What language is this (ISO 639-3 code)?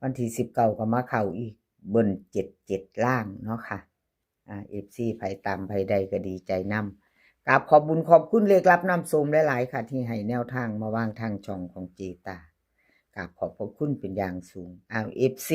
tts